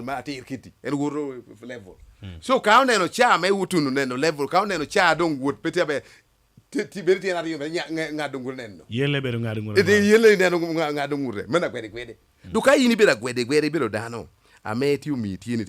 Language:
Lango (Uganda)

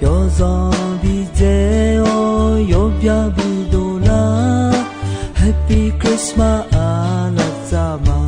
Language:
Akha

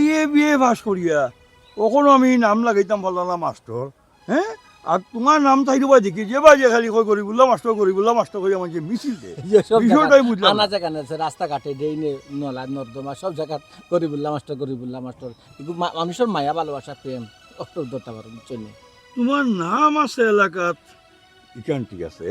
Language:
Sylheti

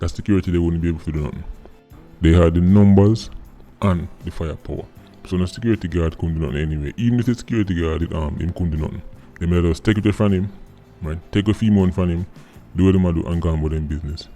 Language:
Jamaican Creole English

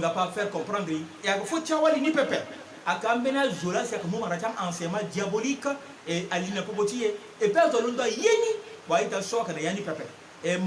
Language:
Sango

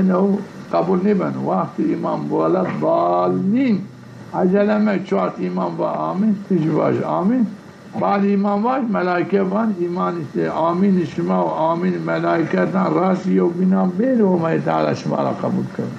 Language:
Zaza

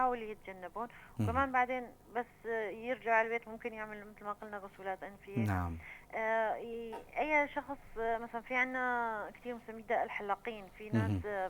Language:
North Levantine Arabic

